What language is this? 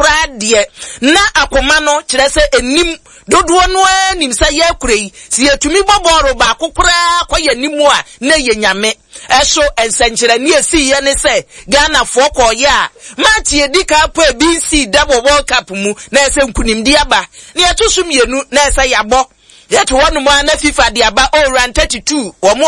Akan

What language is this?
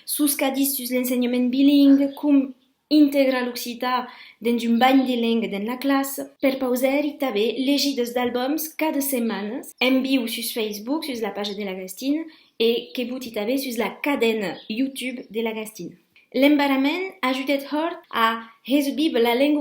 Occitan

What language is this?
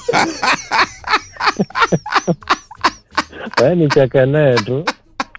Swahili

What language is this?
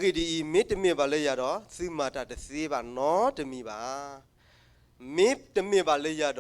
S'gaw Karen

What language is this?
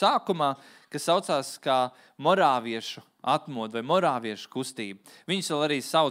Latvian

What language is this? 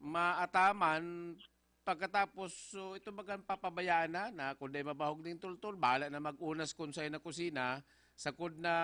Bikol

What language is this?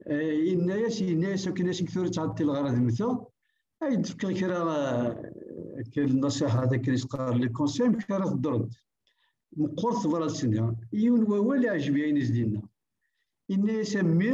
Kabyle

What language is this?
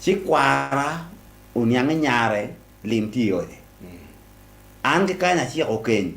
Acoli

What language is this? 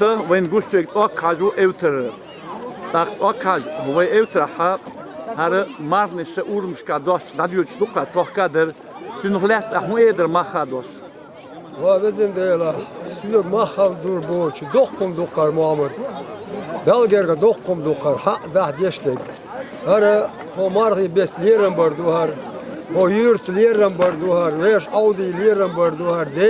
Chechen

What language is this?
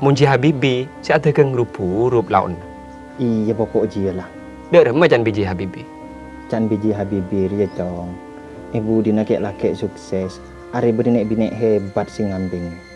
Madurese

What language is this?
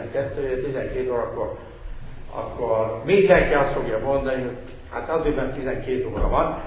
Hungarian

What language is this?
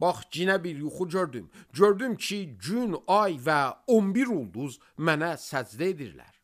Azerbaijani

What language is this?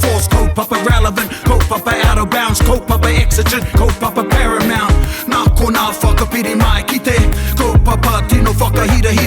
Māori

